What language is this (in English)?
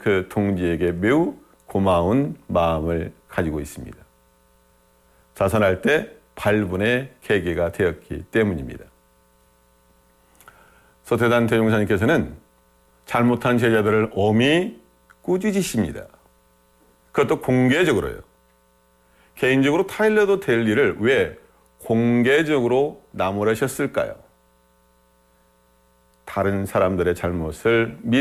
Korean